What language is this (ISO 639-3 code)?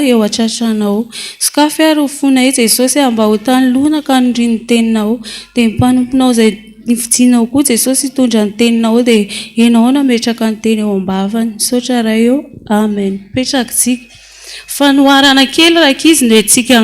mlg